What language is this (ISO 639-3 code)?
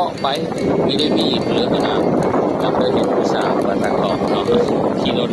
tts